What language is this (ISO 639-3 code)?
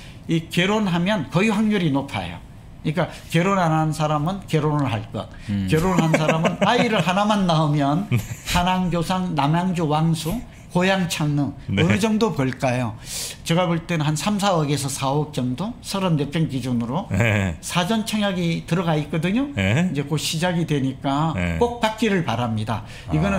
kor